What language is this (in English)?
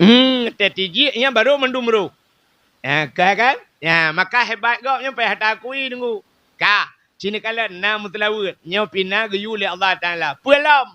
Achinese